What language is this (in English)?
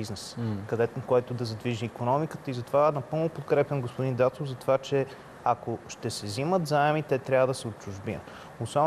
Bulgarian